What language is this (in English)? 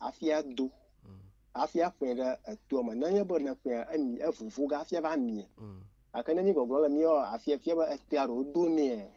Ewe